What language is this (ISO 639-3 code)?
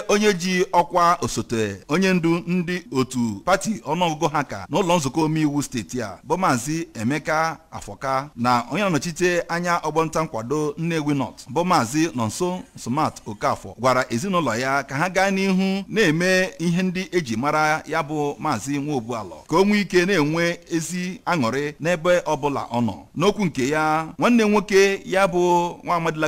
ibo